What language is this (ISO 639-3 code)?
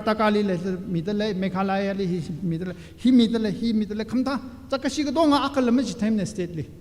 nmf